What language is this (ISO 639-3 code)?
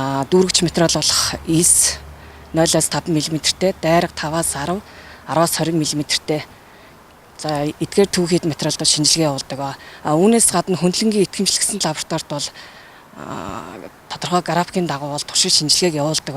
mon